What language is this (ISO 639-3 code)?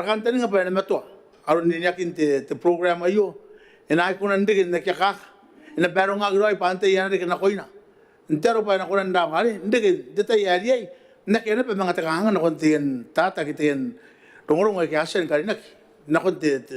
gil